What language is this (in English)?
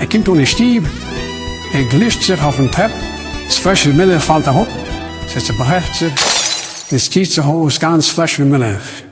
Yiddish